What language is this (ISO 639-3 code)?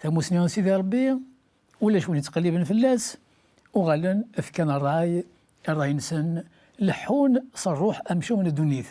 kab